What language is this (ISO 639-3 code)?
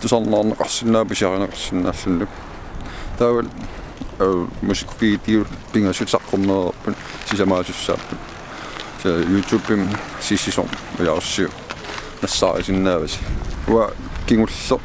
kal